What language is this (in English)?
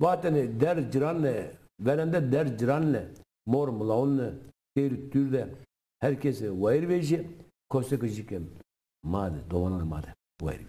Zaza